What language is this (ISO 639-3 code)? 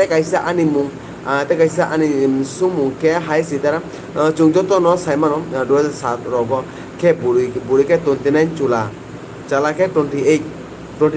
trp